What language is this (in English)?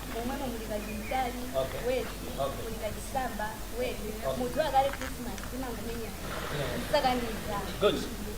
Nyanja